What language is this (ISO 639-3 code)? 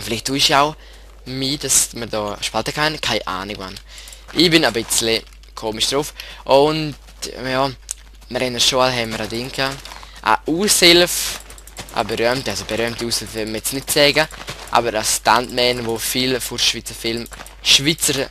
gsw